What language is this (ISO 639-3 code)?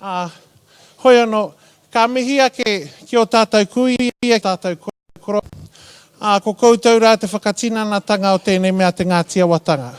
mri